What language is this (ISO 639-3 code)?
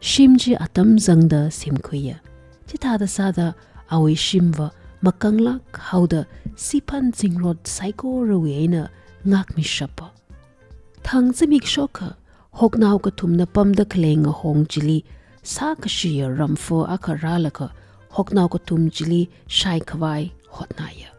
nmf